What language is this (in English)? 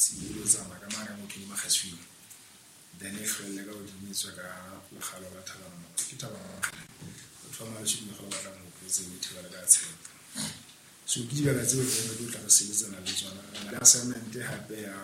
Southern Sotho